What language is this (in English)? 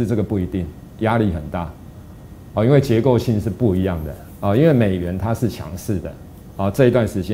Chinese